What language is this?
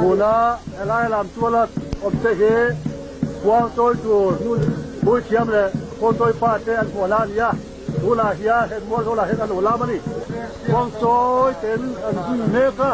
Mizo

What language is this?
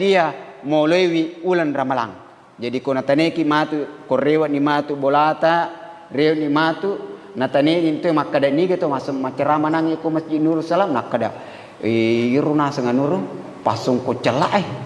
Buginese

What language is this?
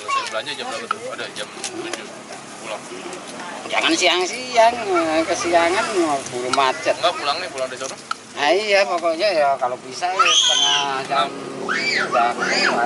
Betawi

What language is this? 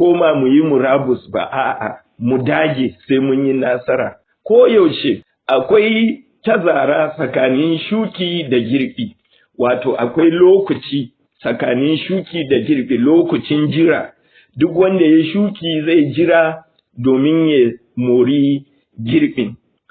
Hausa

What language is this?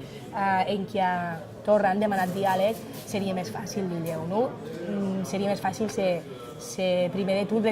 Occitan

